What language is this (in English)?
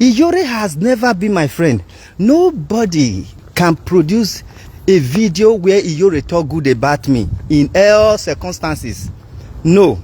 Nigerian Pidgin